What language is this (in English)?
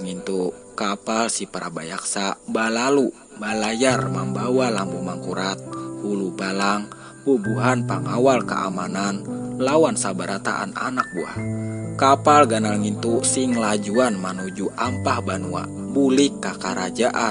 Banjar